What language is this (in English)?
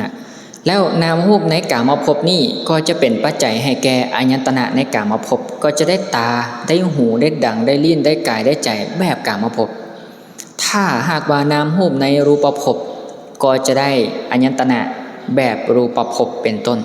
Lao